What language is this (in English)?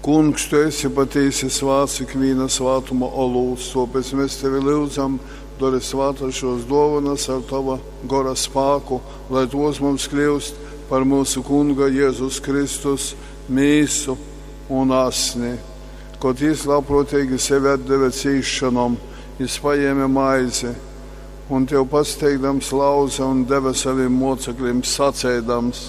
Latgalian